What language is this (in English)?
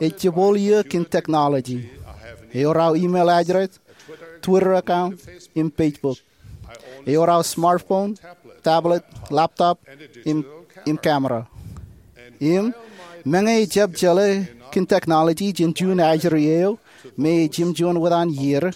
Marshallese